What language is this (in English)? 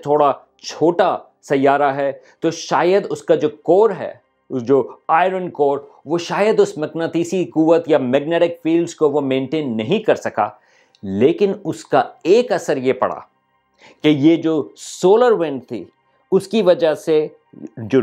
Urdu